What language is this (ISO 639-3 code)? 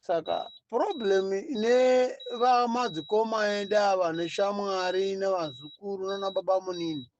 sna